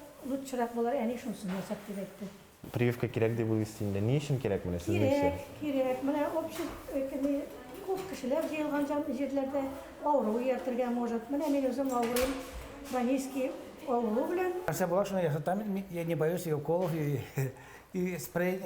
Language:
Tatar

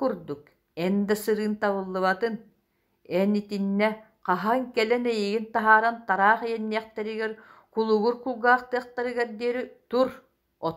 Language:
Yakut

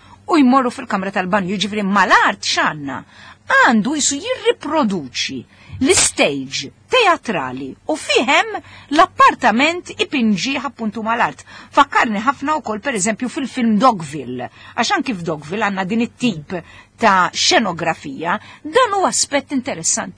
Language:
Maltese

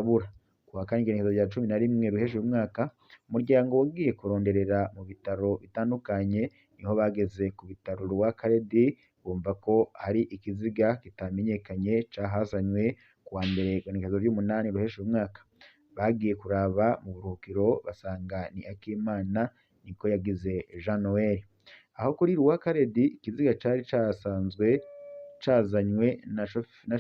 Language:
Rundi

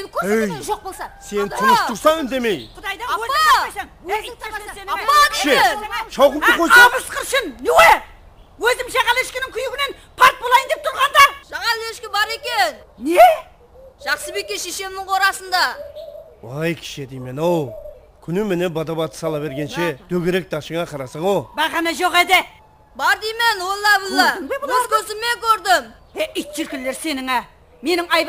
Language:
Kara-Kalpak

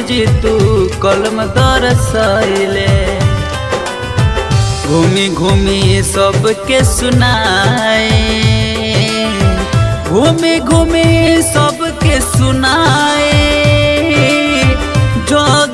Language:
Bhojpuri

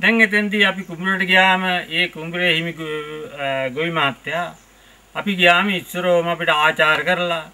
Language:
Sinhala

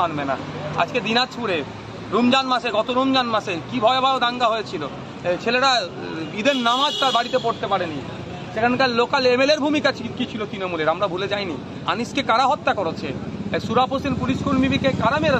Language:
Bangla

